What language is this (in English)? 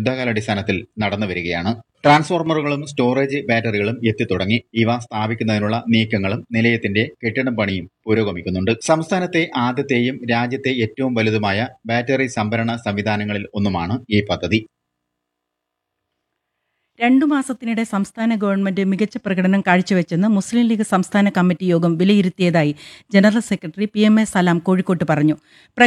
Malayalam